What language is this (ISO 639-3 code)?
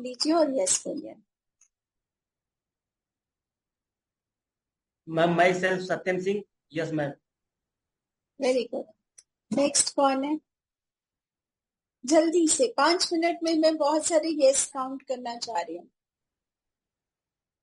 hin